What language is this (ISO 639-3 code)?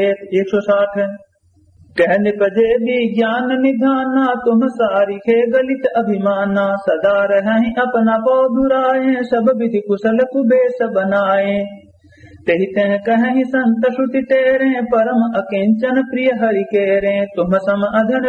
awa